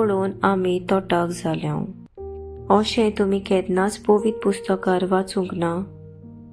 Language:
Konkani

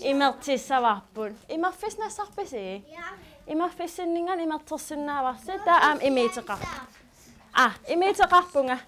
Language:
Kalaallisut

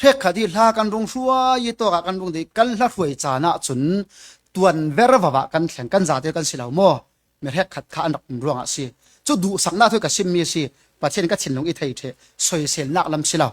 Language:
Falam Chin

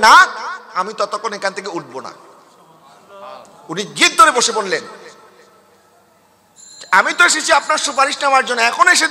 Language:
Bangla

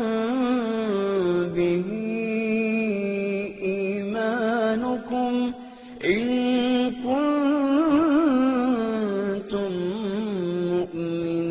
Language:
Arabic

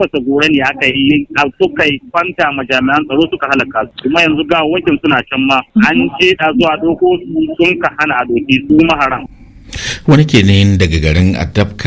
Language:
Hausa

